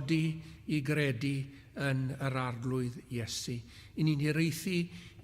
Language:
Welsh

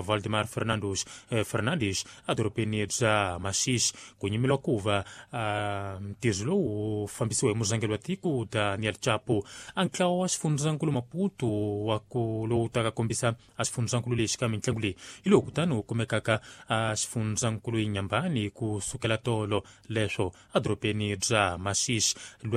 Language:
Tsonga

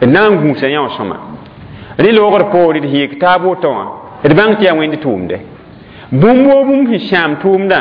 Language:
Mossi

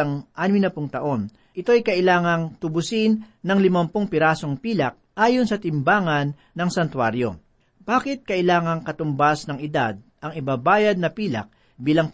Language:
Filipino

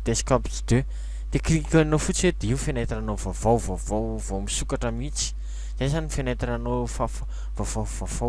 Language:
Malagasy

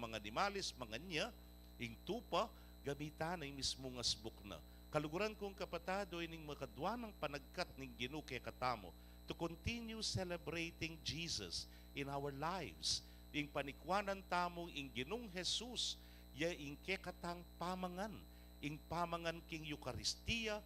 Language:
Pampanga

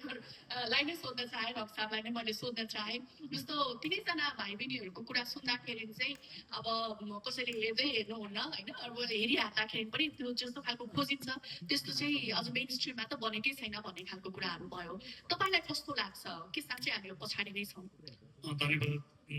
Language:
Nepali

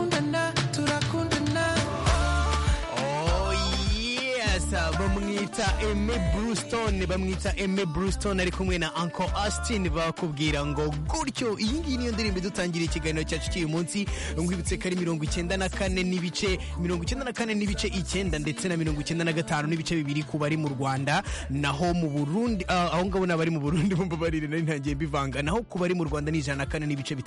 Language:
Kinyarwanda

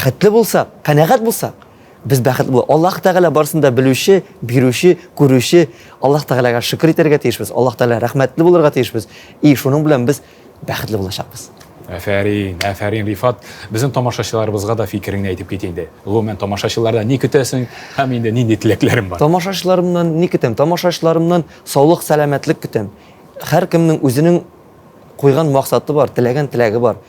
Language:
Tatar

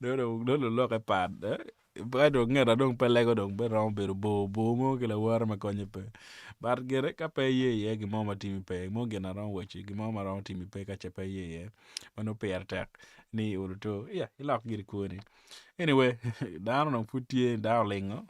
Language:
Acoli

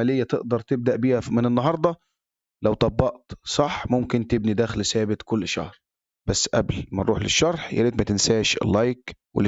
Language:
Egyptian Arabic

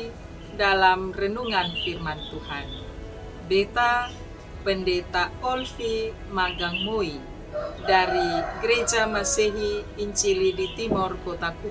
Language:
Kupang Malay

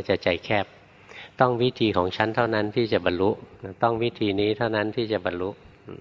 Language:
Thai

